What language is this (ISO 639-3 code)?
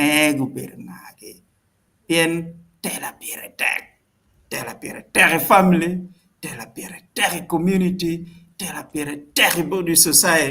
ach